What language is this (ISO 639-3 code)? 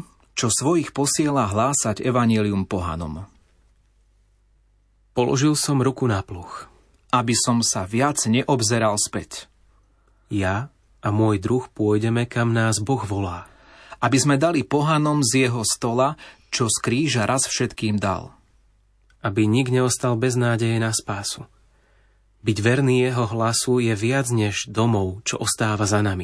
slk